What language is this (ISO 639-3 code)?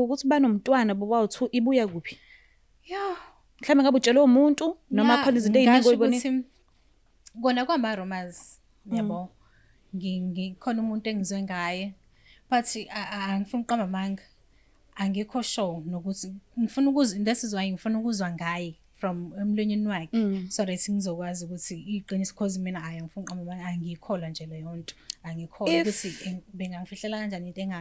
zul